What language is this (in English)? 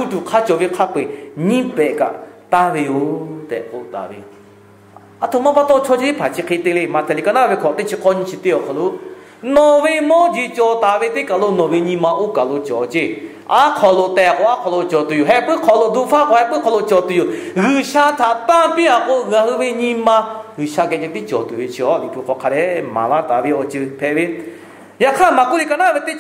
Lahu